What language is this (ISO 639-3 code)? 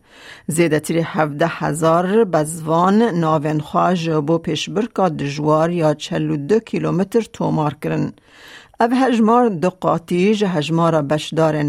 kur